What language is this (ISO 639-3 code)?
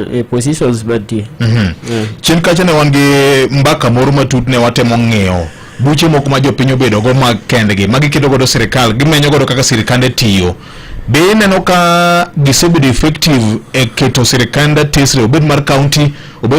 luo